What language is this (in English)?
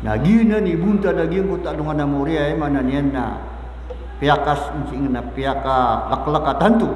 Maranao